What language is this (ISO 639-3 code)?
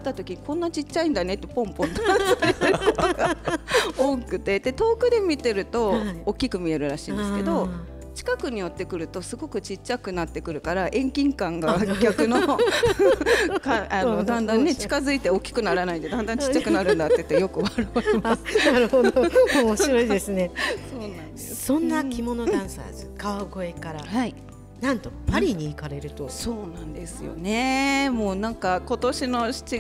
jpn